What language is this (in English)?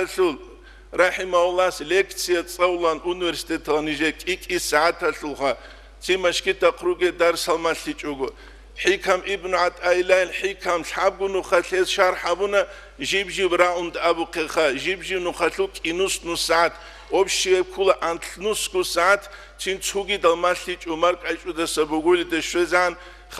Avaric